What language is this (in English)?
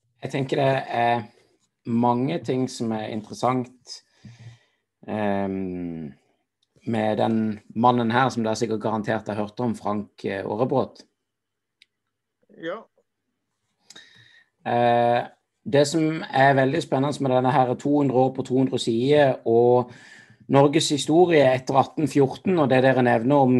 Norwegian